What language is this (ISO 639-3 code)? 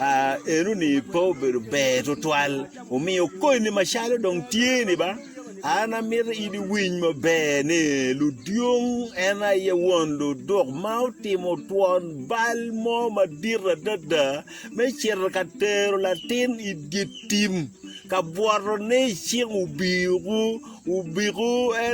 ach